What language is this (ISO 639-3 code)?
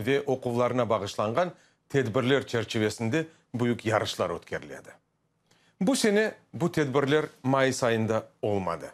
crh